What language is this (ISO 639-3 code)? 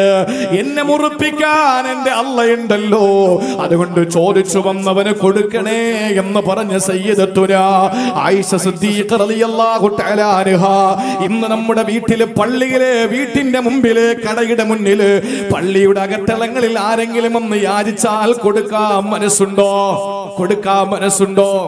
mal